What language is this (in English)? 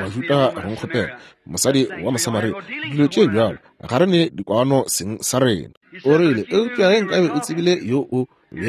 Northern Sotho